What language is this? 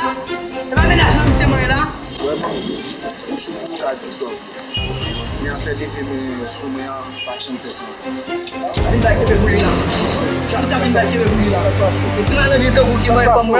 Haitian Creole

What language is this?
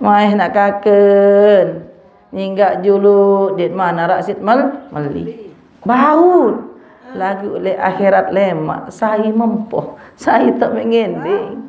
Sasak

